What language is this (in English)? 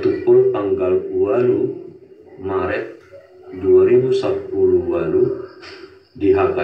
Batak Toba